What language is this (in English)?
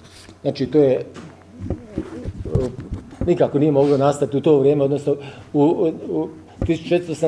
Croatian